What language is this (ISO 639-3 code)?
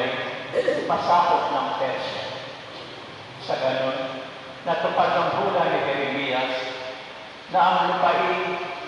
fil